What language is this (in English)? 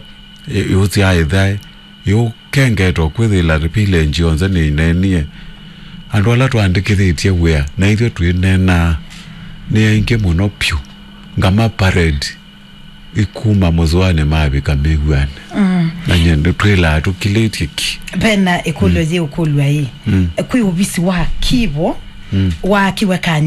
Kamba